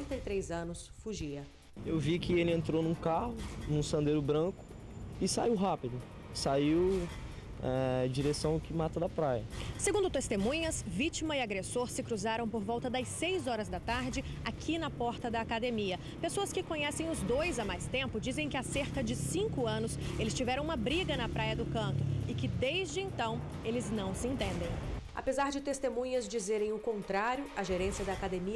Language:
Portuguese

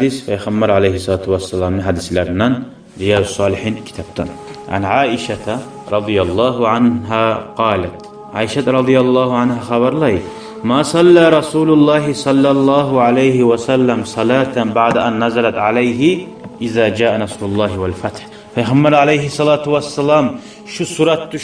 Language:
Kumyk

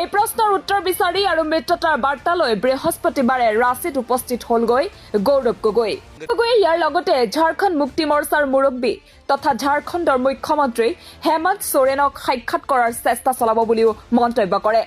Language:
Assamese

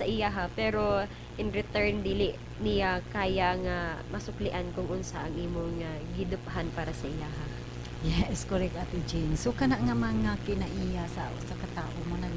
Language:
Cebuano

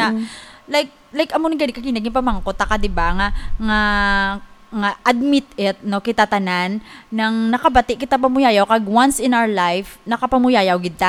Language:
Hiligaynon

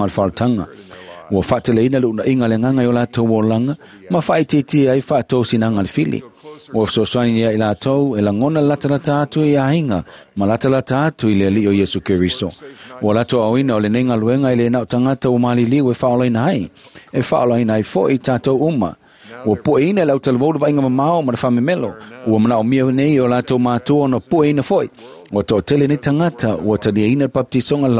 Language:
Samoan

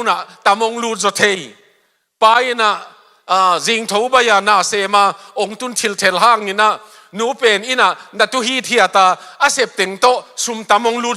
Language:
Tedim Chin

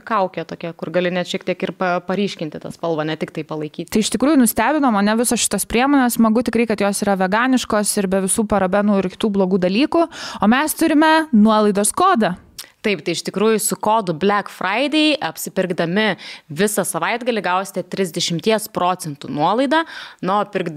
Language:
Lithuanian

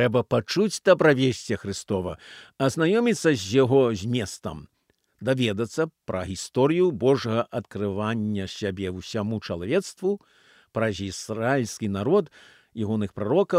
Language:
Belarusian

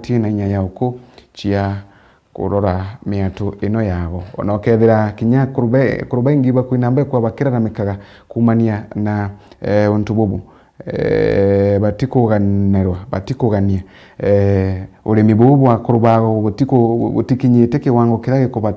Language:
Meru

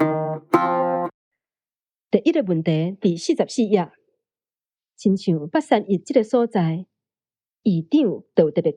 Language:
Min Nan Chinese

